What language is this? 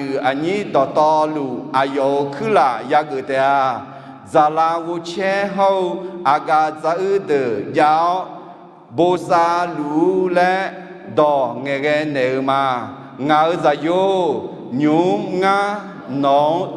Akha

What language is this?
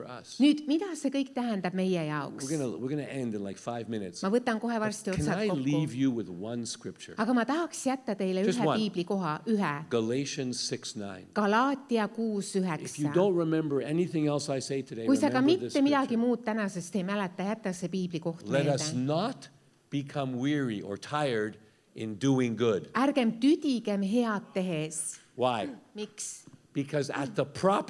Estonian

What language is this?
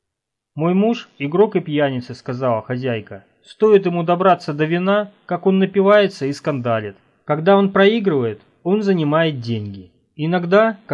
Russian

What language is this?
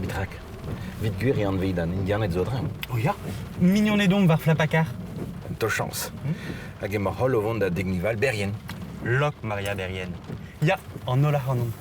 Breton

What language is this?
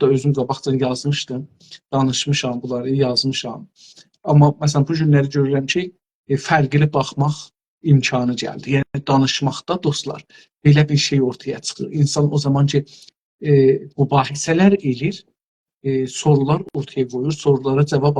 South Azerbaijani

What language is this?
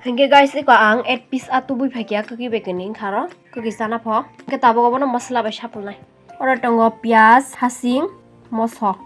Kok Borok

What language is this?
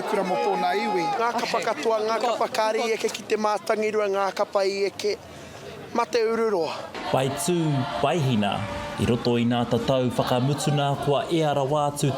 Māori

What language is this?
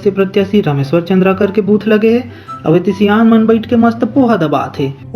Chhattisgarhi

